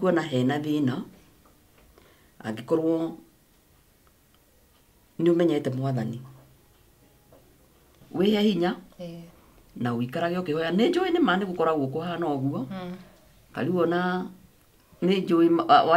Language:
Kikuyu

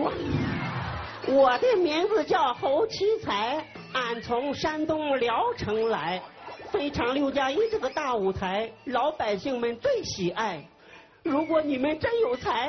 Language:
Chinese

